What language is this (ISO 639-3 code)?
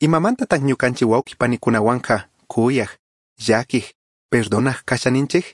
qug